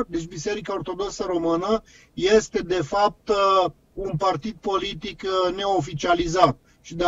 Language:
Romanian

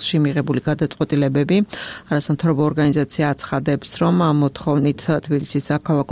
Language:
Georgian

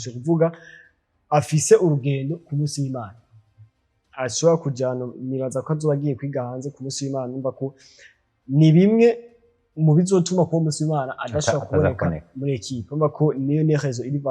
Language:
Rundi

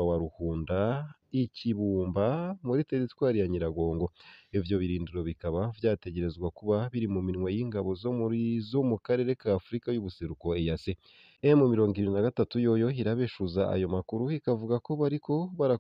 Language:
Rundi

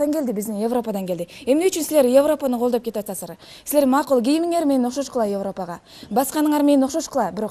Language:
Kyrgyz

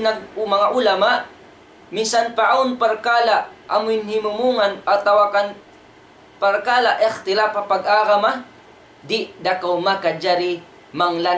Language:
Tausug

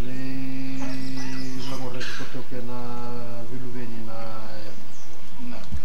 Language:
Fijian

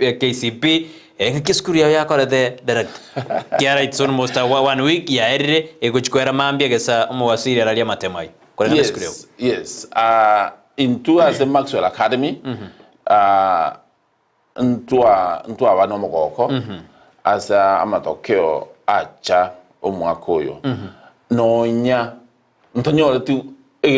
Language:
Gusii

